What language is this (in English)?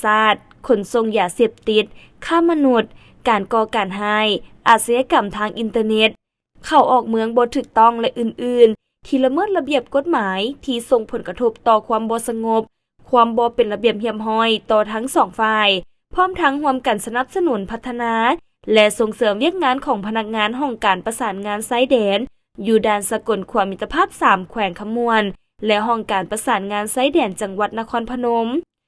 Lao